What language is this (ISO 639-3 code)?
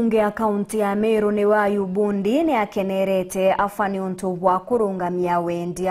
mer